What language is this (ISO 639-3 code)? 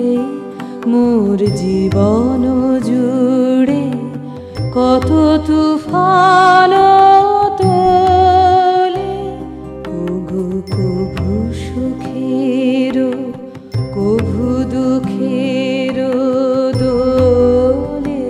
ben